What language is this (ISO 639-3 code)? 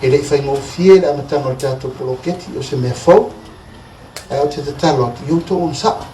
smo